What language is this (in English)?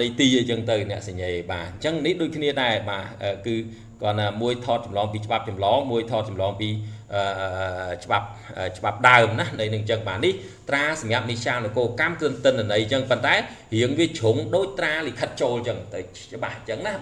Khmer